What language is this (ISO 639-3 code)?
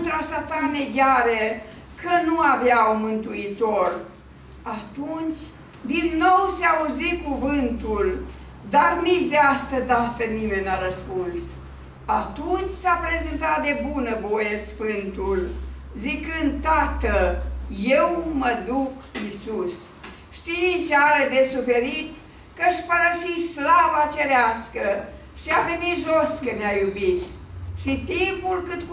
ron